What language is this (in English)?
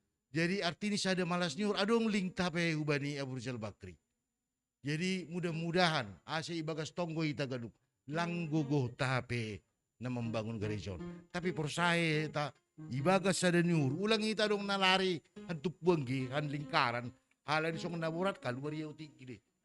Batak Simalungun